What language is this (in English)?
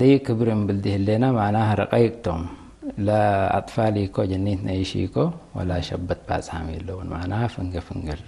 Tigre